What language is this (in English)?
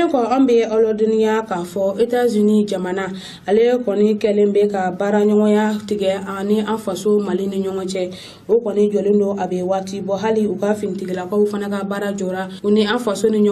Bambara